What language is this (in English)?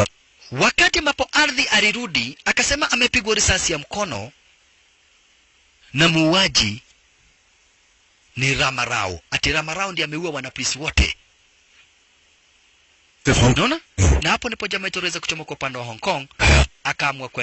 Swahili